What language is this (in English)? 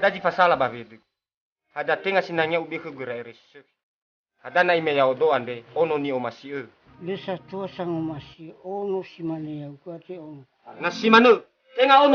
Nias